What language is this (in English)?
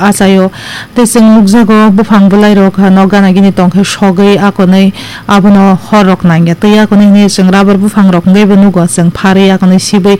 Kok Borok